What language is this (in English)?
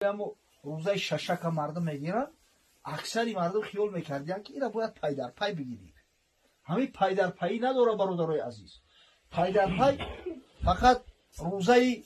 Tajik